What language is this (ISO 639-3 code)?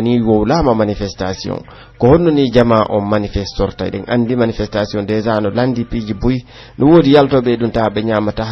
fuf